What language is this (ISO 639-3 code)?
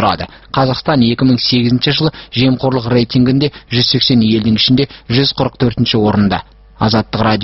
kaz